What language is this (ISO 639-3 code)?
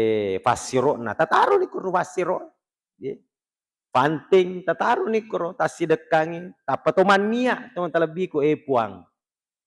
bug